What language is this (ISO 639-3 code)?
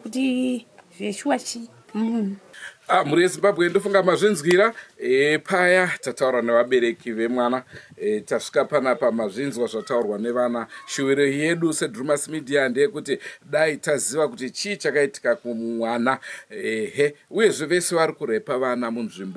sna